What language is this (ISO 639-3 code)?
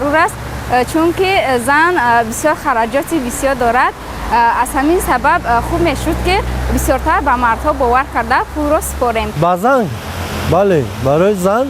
tgk